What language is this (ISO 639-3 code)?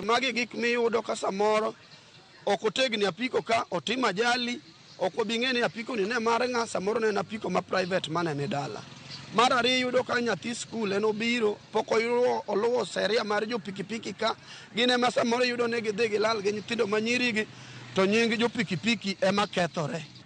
luo